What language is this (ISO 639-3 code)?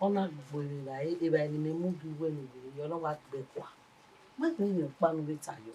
bin